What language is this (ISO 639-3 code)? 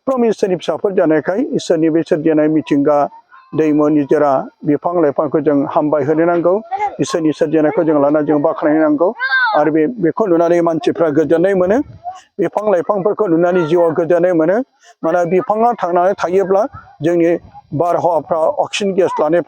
brx